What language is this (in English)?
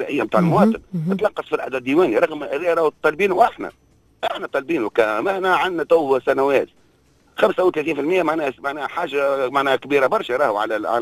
Tunisian Arabic